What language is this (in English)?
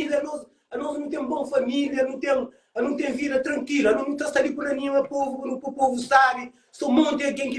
Kabuverdianu